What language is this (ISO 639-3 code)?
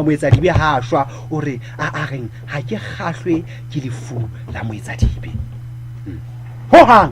sot